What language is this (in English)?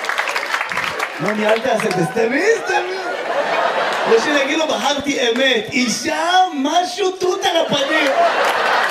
Hebrew